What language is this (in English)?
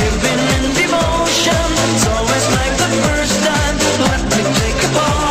Kara-Kalpak